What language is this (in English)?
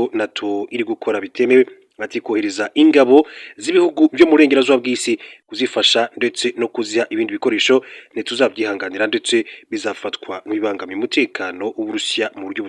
Kinyarwanda